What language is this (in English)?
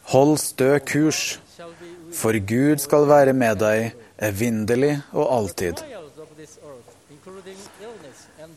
Norwegian